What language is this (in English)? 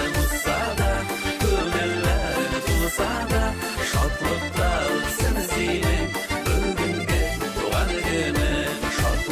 Bashkir